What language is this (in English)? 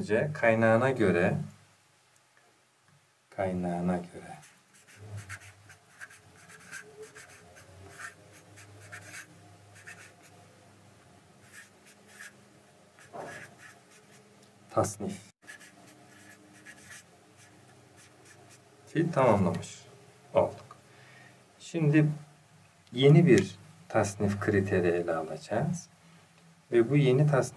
Turkish